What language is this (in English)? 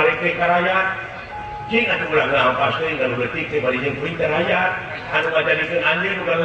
Sundanese